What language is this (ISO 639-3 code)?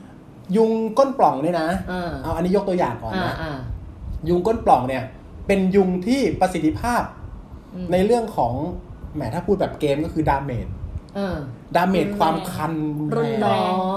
tha